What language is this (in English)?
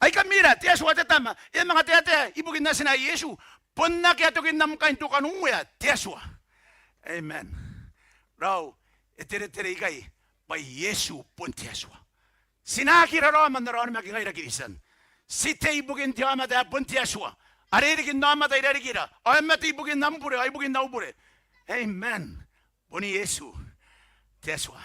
Gilbertese